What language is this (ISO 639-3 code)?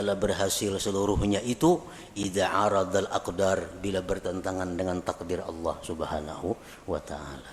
bjn